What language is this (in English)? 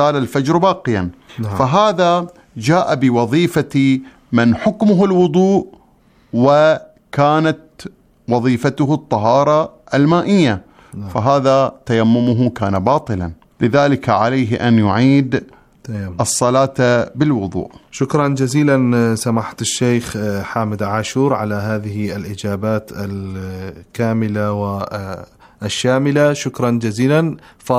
Arabic